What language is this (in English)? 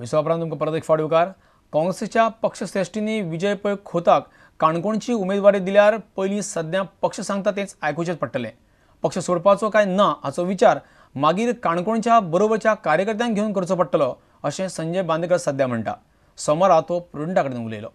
Konkani